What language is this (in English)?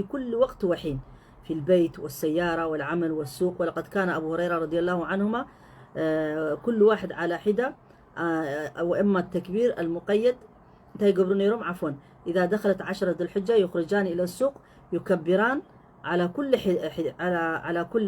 Tigrinya